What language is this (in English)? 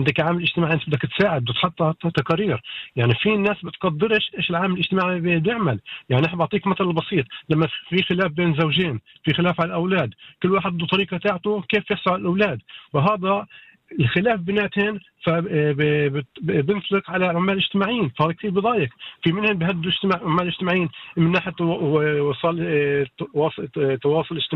North Levantine Arabic